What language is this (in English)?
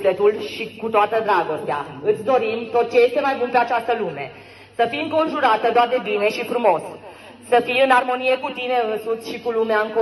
Romanian